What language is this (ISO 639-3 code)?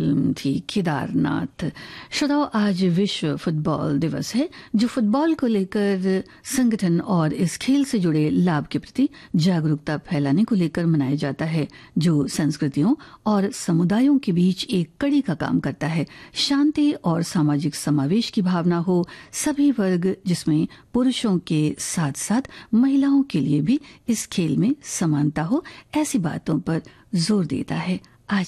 hin